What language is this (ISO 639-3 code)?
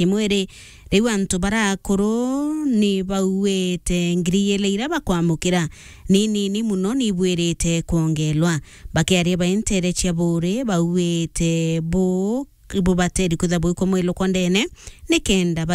mer